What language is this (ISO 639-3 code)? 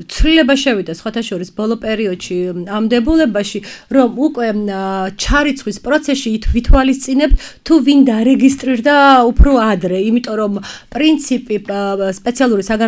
kat